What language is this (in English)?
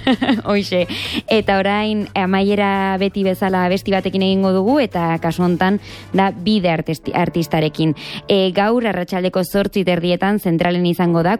Basque